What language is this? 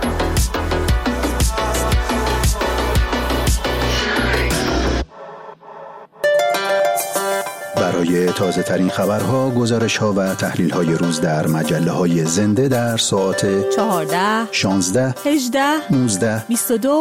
Persian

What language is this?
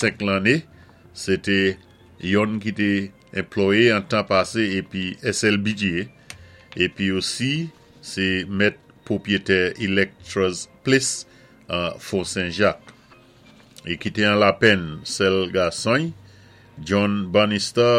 Saint Lucian Creole French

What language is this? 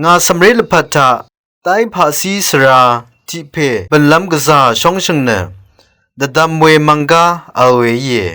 Rawang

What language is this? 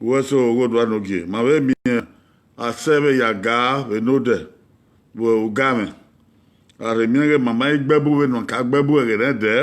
Bini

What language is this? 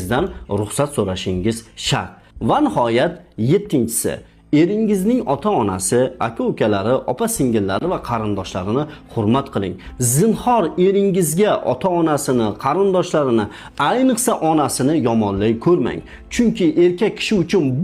Uzbek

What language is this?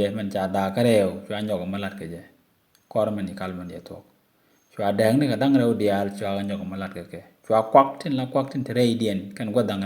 Nuer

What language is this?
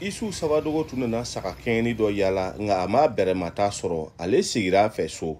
Bambara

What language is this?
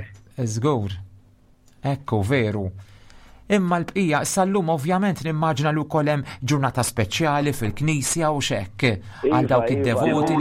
Maltese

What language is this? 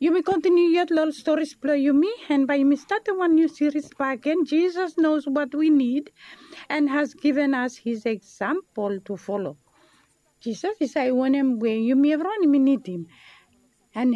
Bislama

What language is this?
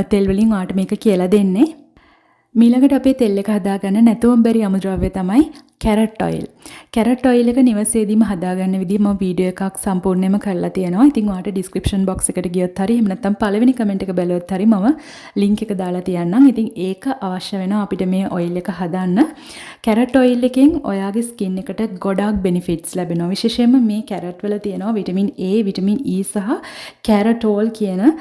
Sinhala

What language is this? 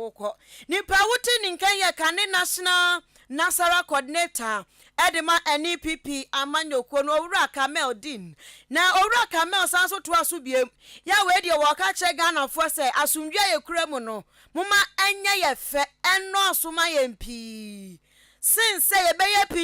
Akan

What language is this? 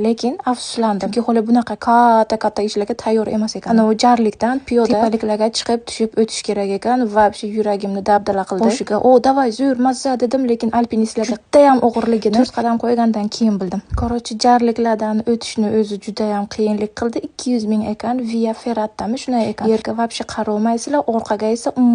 Uzbek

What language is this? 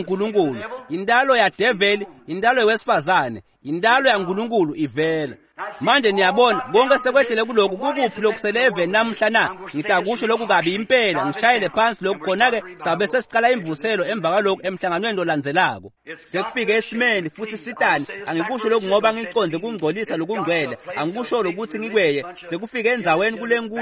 Swati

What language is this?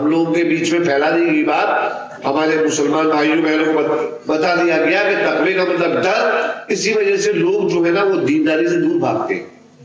Urdu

